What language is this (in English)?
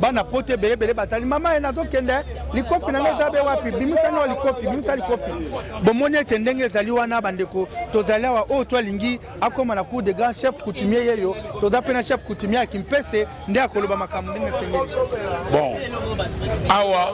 Lingala